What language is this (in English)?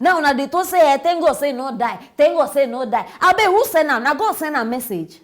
Nigerian Pidgin